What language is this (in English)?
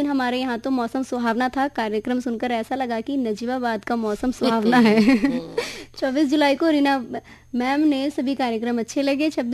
Hindi